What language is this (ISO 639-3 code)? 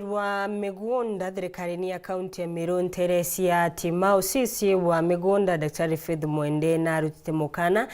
mer